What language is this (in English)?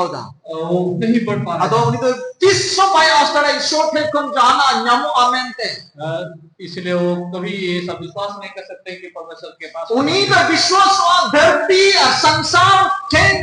Santali